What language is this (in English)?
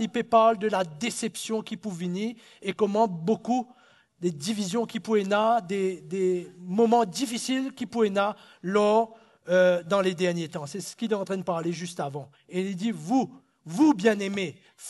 Morisyen